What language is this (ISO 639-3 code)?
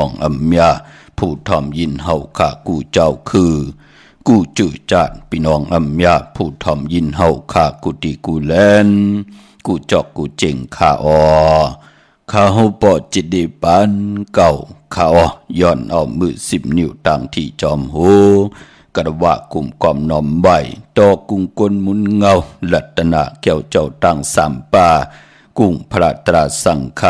shn